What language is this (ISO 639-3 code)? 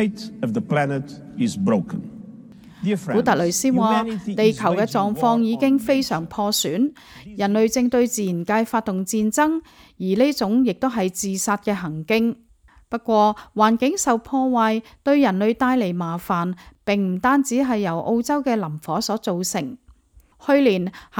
yue